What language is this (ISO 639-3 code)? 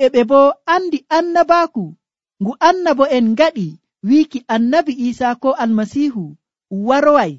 fuv